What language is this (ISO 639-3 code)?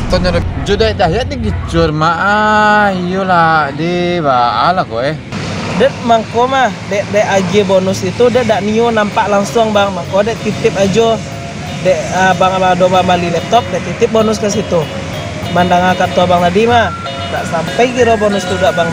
min